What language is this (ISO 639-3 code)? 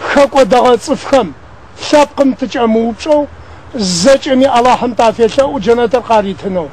ady